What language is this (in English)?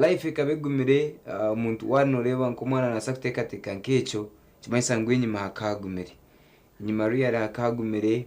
Nyankole